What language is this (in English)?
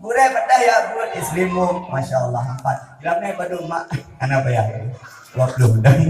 Achinese